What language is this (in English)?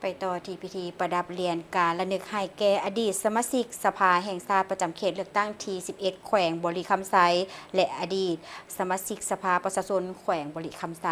Lao